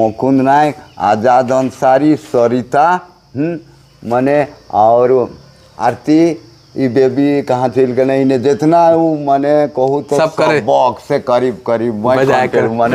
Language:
Sadri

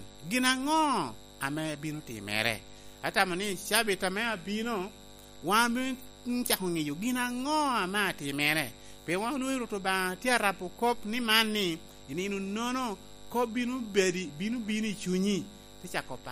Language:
Lango (Uganda)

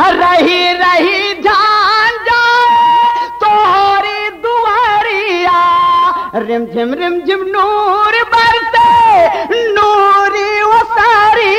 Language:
Urdu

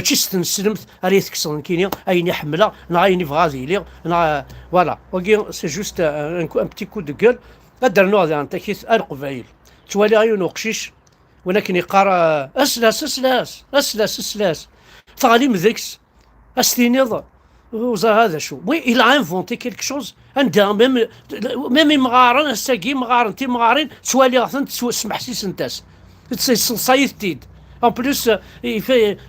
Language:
Kabyle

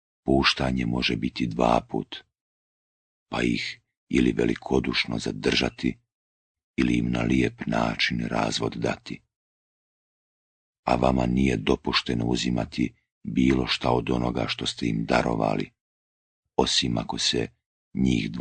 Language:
Bosnian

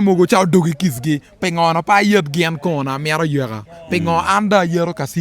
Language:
Acoli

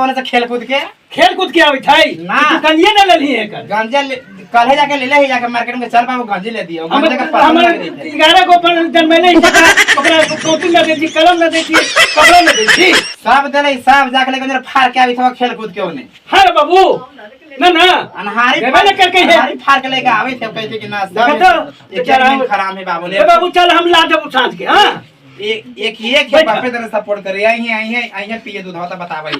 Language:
Magahi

